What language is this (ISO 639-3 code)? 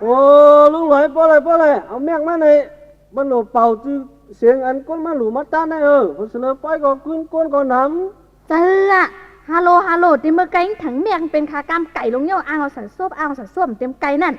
shn